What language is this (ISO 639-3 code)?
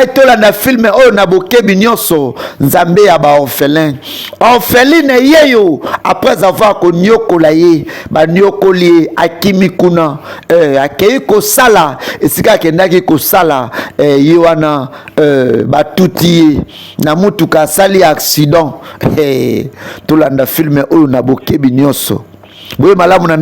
lin